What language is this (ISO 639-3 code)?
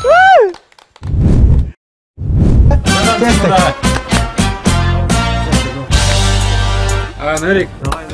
kaz